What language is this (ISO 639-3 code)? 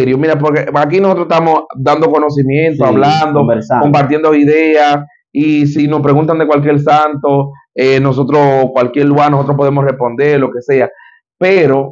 spa